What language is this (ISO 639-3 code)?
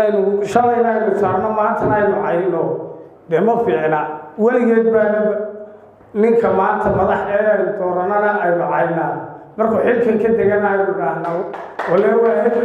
som